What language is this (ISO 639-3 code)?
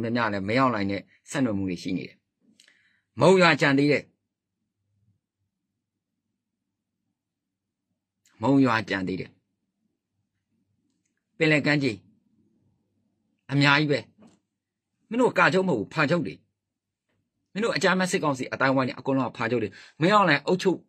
mya